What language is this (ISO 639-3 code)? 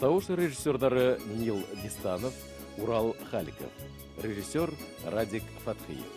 bak